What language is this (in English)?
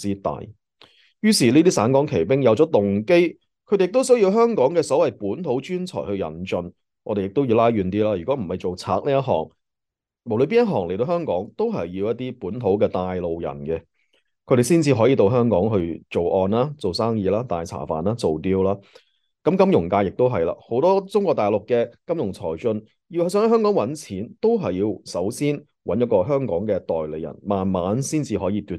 Cantonese